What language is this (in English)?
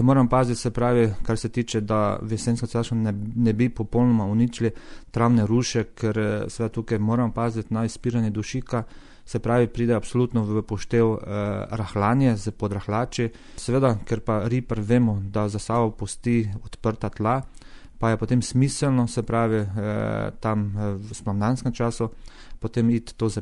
Slovenian